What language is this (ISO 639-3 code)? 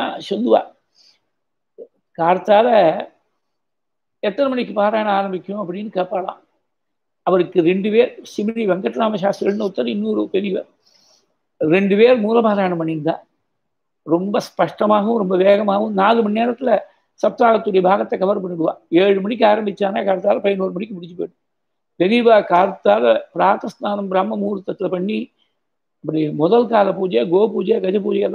tam